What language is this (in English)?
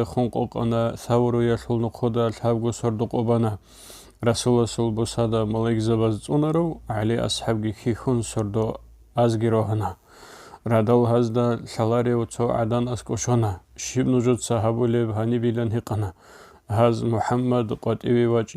Avaric